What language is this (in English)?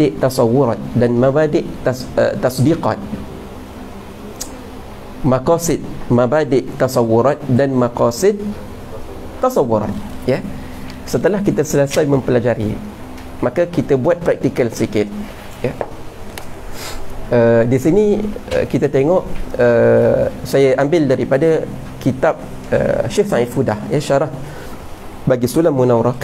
Malay